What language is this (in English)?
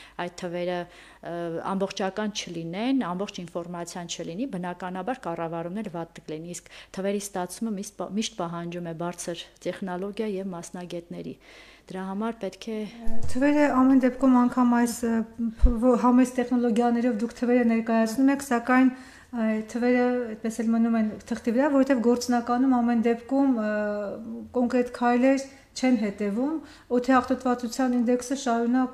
Armenian